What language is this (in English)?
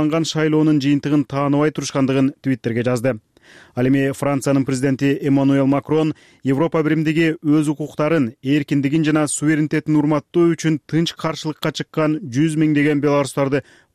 Kyrgyz